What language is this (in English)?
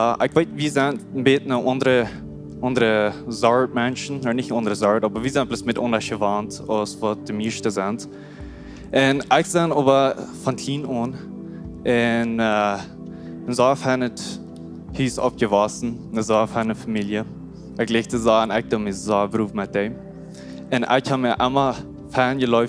Plautdietsch